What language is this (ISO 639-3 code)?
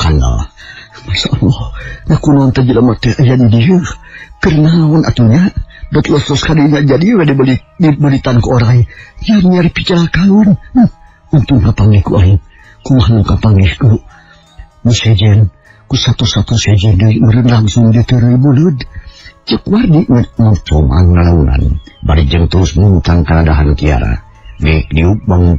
sun